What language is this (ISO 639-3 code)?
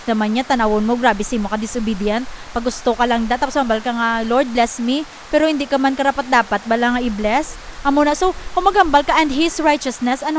hil